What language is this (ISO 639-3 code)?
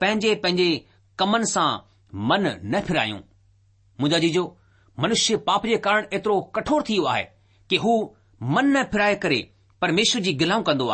snd